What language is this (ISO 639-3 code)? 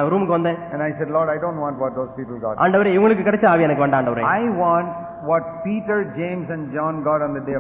tam